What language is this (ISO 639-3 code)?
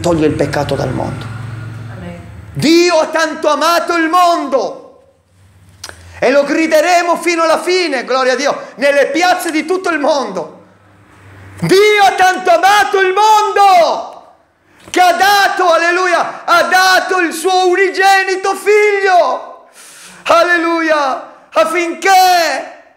ita